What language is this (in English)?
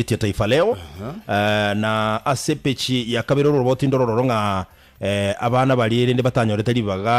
Gusii